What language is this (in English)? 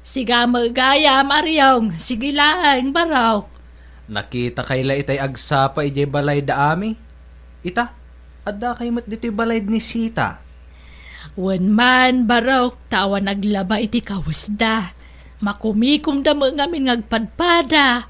Iloko